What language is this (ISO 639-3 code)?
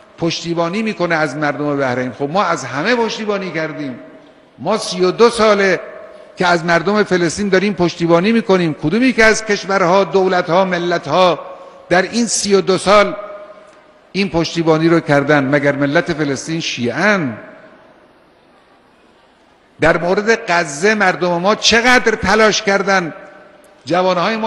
fas